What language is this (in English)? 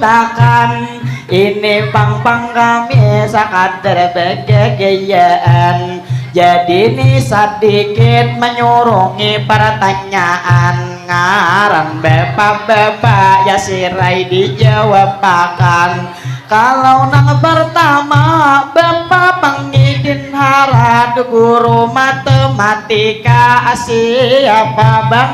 Banjar